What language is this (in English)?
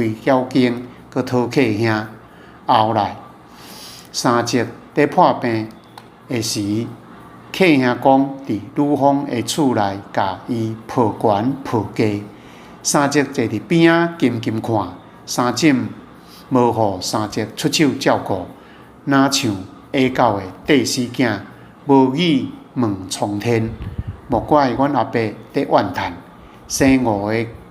Min Nan Chinese